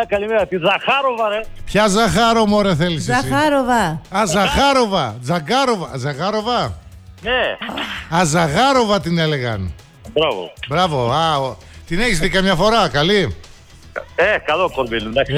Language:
Greek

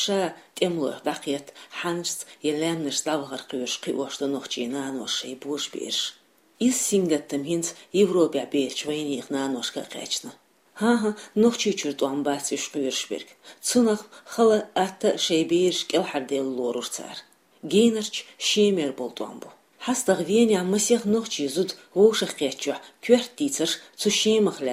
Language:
Chechen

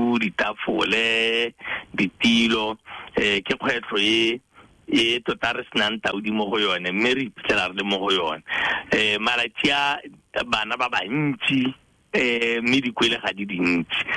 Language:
Tswana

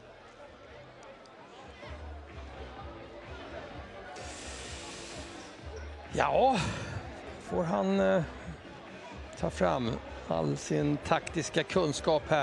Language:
Swedish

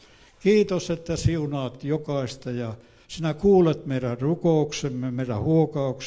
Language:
Finnish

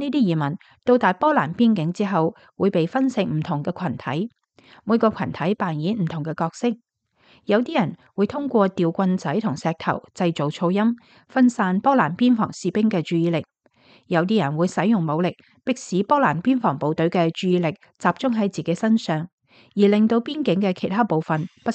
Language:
Cantonese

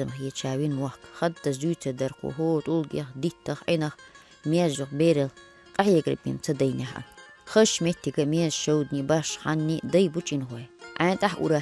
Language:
Chechen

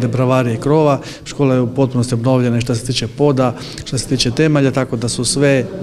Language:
Croatian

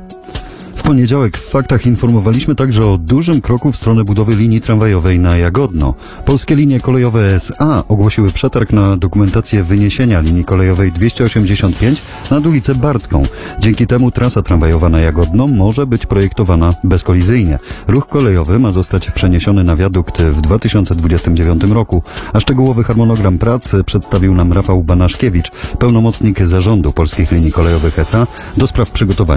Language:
Polish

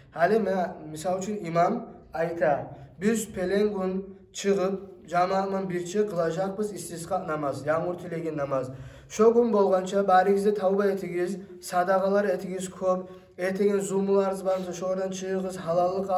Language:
Kumyk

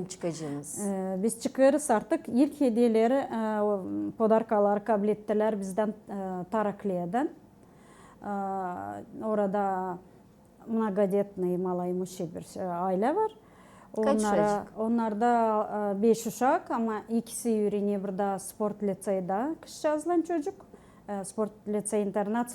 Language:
Gagauz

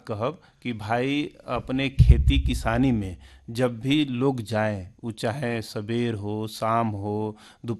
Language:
Bhojpuri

